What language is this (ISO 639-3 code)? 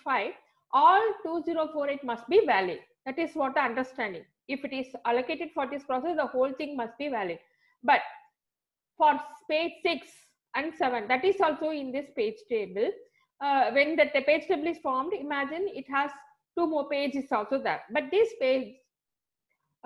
eng